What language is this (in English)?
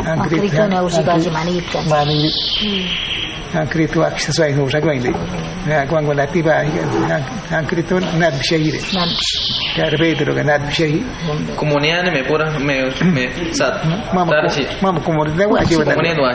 Awa-Cuaiquer